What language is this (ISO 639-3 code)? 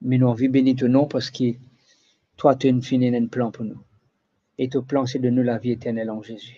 mfe